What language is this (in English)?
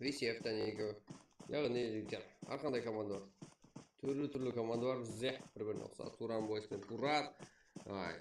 Kara-Kalpak